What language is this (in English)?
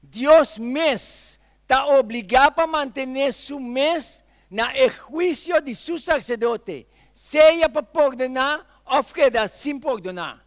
Papiamento